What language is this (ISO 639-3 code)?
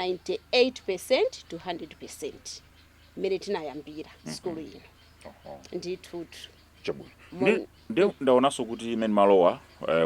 nya